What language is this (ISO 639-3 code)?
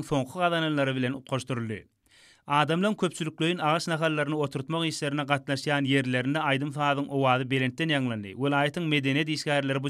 tuk